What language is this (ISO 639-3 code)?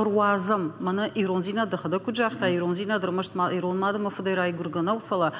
oss